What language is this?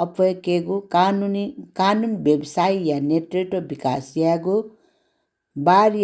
Newari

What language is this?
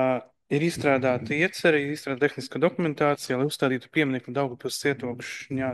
Latvian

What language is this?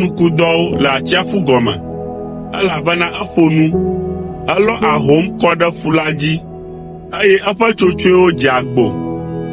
Ewe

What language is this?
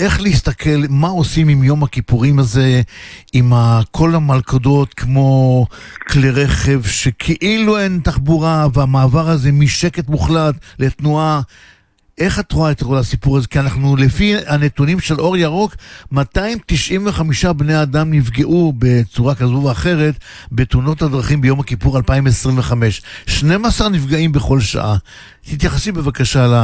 Hebrew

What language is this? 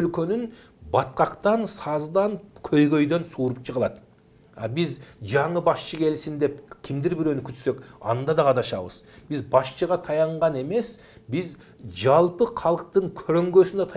Kyrgyz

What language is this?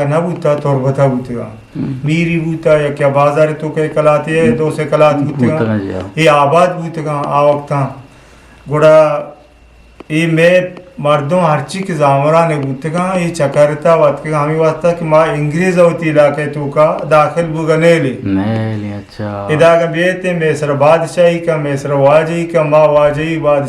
Eastern Balochi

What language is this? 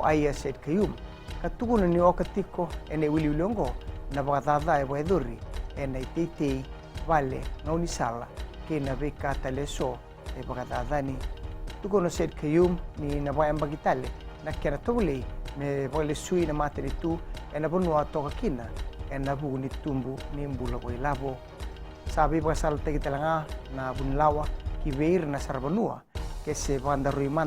Fijian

